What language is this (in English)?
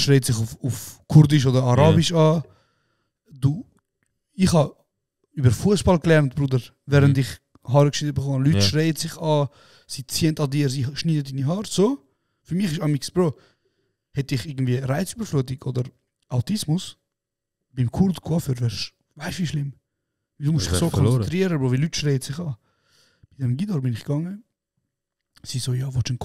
Swiss German